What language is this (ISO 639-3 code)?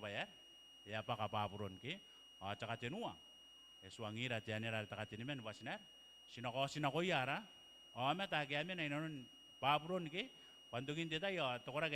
gil